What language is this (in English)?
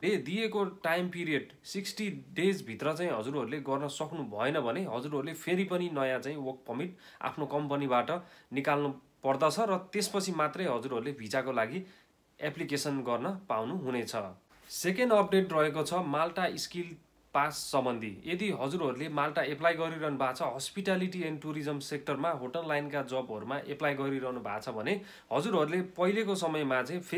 Nepali